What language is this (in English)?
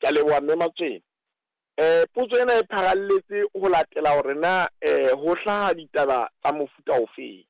Southern Sotho